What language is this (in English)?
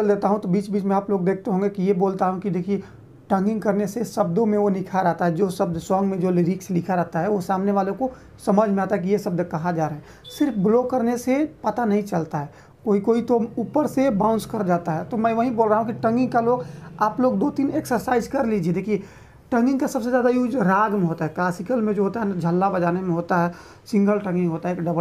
Hindi